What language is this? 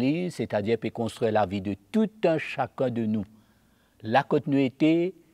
Morisyen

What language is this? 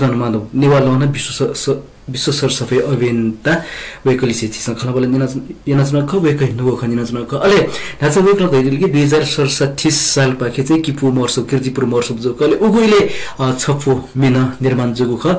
Newari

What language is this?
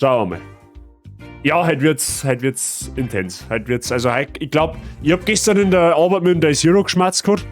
Bavarian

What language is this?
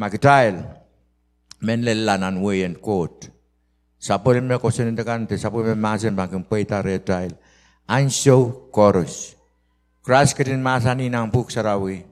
Pohnpeian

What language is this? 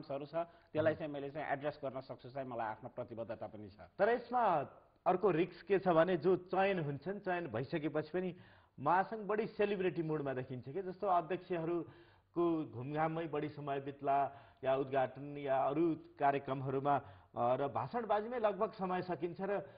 Nepali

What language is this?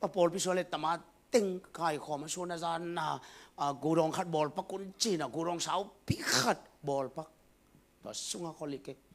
Tedim Chin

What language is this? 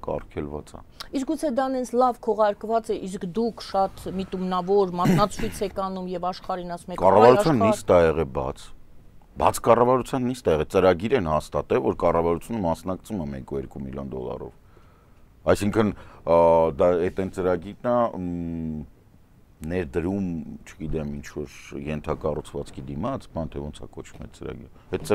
Armenian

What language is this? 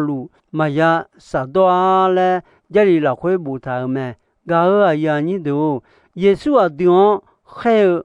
Akha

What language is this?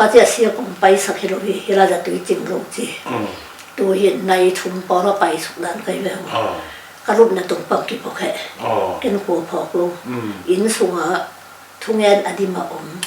Tedim Chin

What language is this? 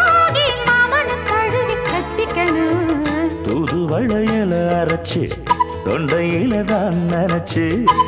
Tamil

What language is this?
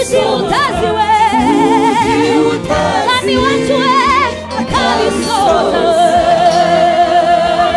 Kinyarwanda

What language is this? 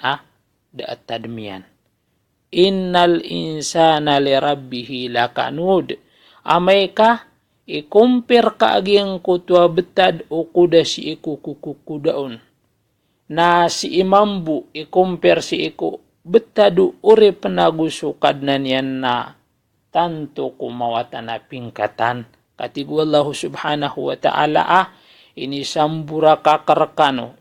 Maranao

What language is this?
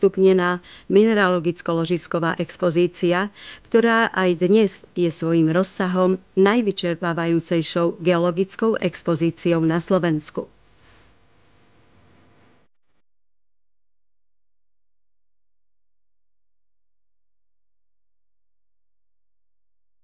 Slovak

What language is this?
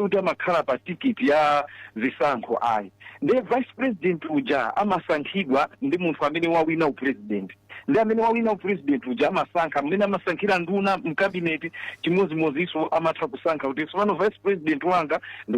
Nyanja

